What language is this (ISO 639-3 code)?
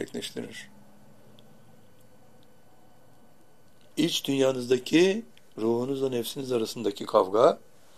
tur